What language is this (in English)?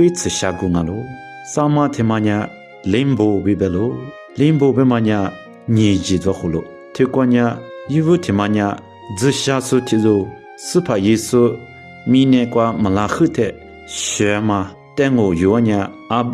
Lisu